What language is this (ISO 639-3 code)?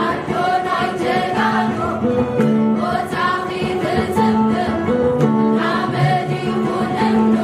tir